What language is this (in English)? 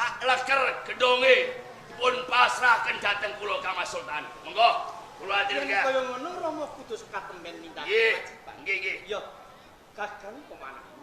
Javanese